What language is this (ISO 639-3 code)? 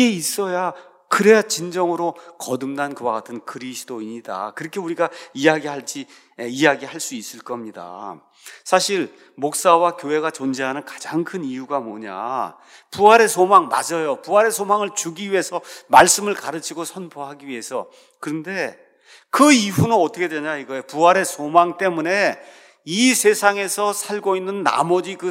kor